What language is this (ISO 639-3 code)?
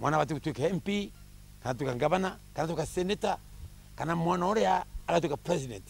mer